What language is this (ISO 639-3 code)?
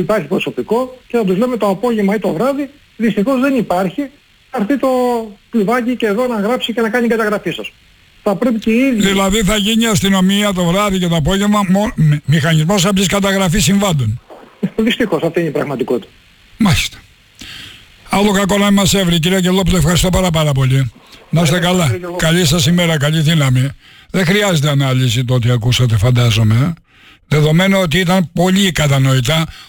ell